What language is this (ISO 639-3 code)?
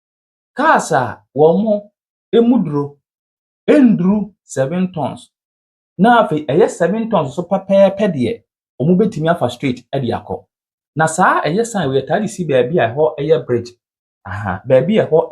aka